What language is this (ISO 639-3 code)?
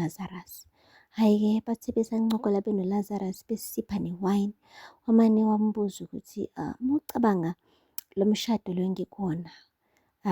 zul